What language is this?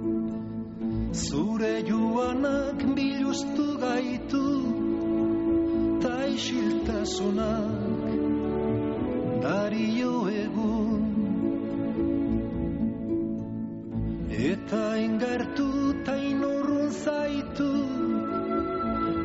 Basque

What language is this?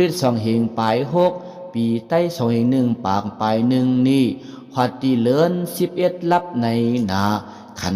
Shan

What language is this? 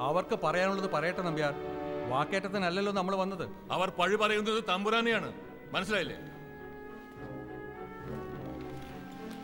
Malayalam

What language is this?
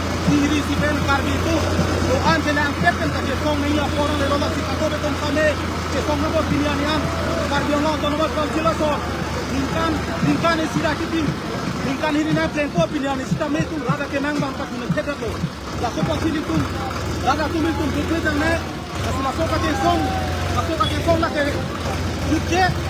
Karbi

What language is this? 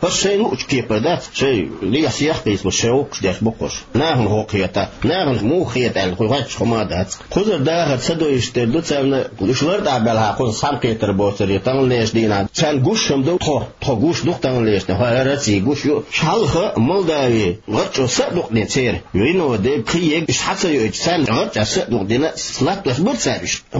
Chechen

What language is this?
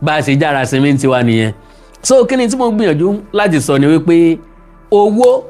Yoruba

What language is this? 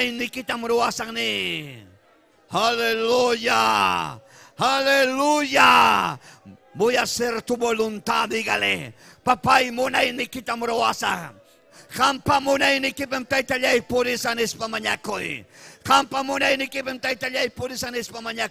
Ayacucho Quechua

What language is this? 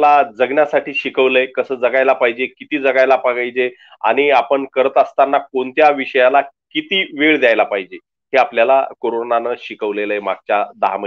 Marathi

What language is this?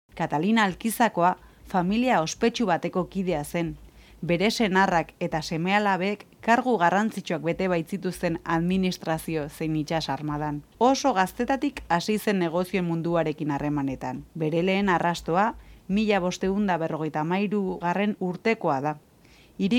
Basque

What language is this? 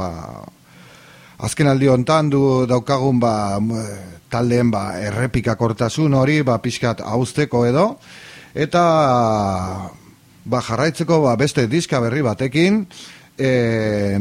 Basque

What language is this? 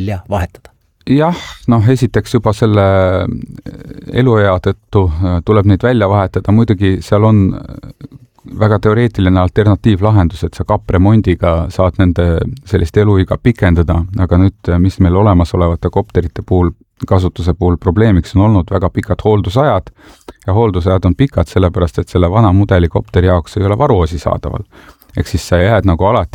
Estonian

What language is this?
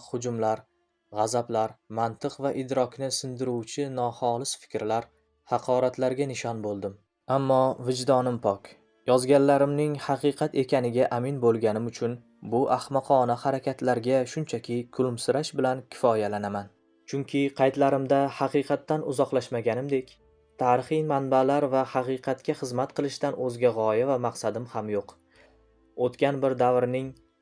Uzbek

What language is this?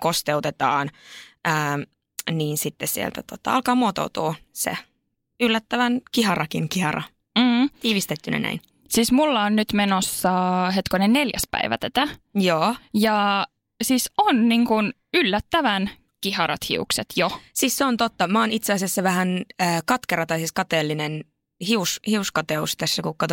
Finnish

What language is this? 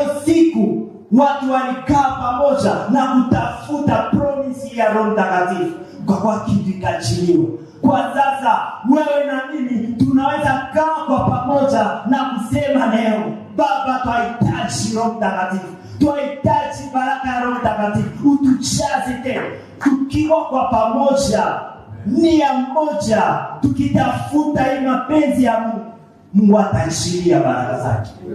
Swahili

